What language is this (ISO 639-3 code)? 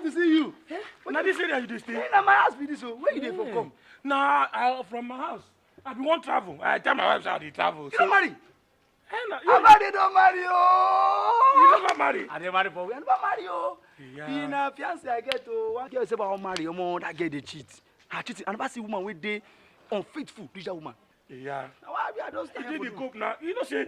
pcm